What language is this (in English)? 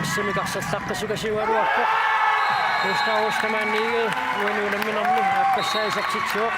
Kalaallisut